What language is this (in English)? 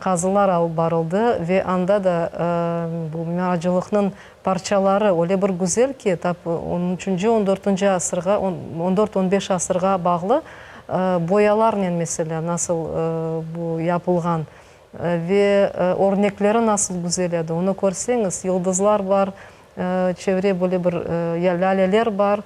Crimean Tatar